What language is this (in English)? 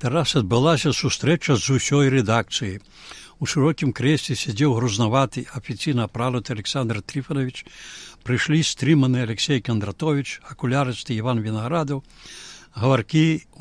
Belarusian